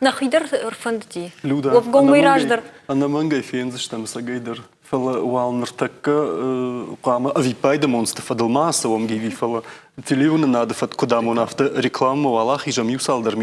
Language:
Ossetic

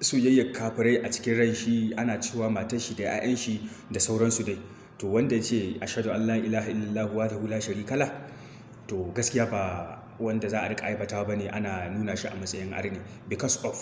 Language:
Hausa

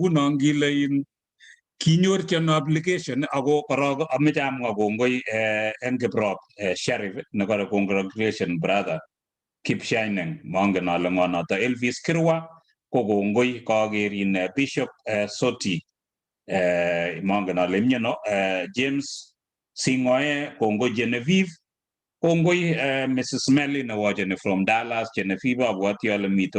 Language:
Kalenjin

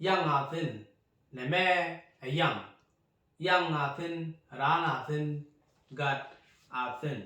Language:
Nuer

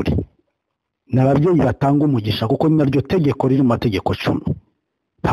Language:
Kinyarwanda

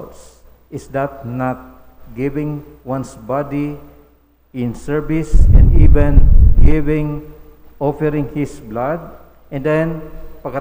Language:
Bikol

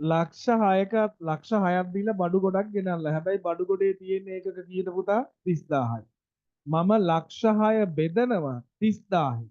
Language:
Sinhala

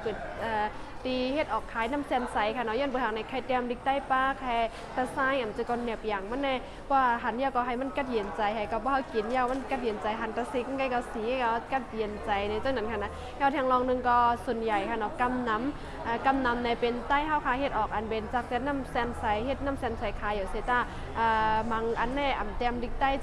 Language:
Shan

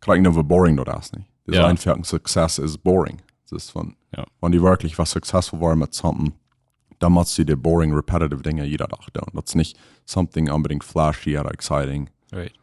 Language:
Plautdietsch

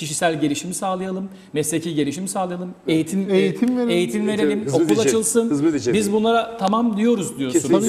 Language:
Turkish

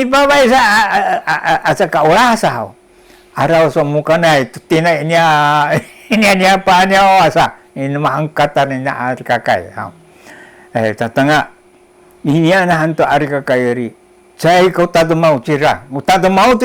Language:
Sakizaya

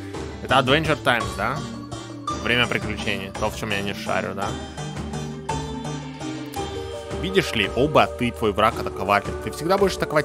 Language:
Russian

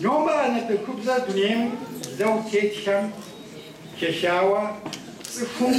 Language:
Kabardian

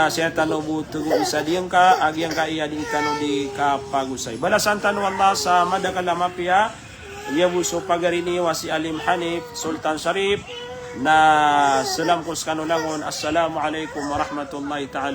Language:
Maranao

